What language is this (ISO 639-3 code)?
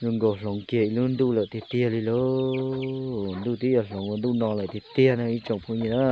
hmn